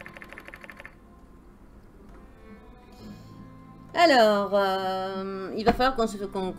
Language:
French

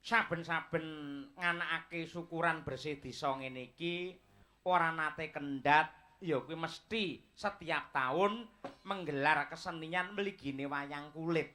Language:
Javanese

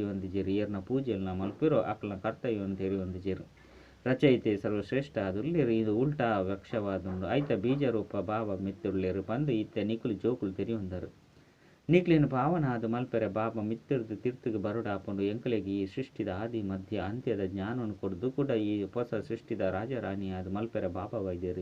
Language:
Tulu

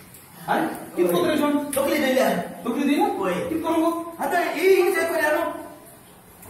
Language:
Konkani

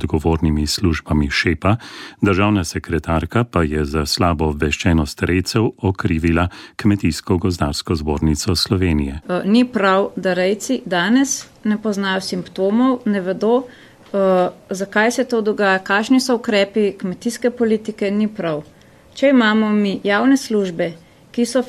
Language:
Slovenian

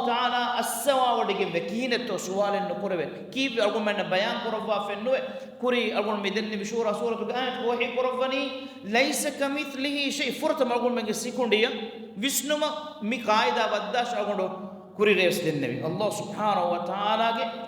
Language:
Divehi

